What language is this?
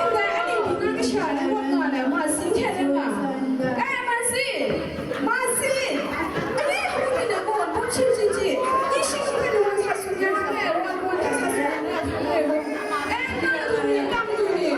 Kachin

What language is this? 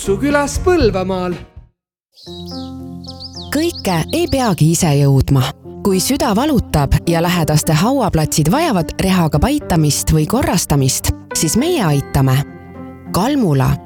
Estonian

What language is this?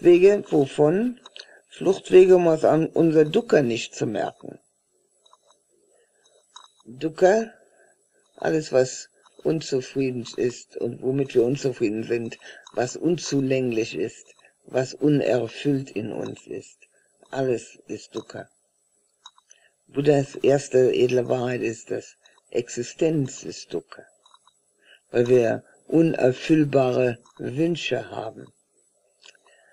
German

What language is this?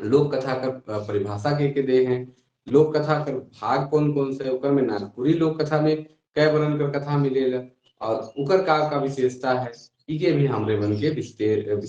Sadri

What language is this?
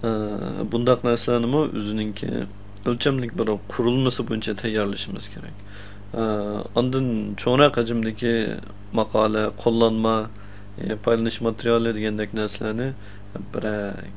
Uyghur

